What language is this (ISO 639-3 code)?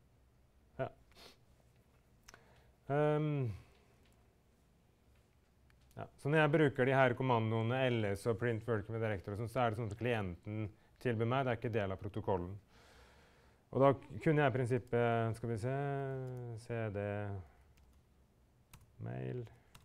nor